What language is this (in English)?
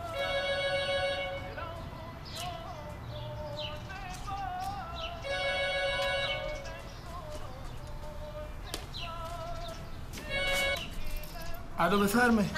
Persian